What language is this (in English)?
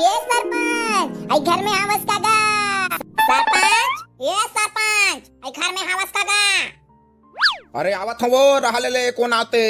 Chhattisgarhi